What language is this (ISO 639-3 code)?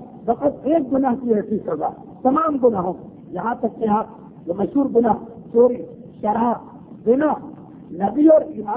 urd